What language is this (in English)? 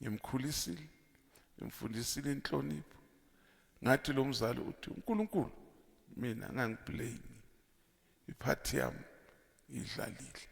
Zulu